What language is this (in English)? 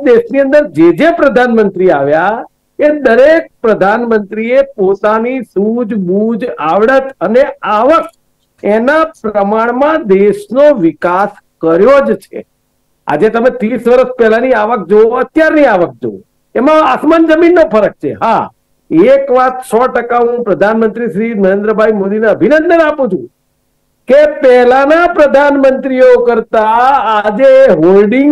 Gujarati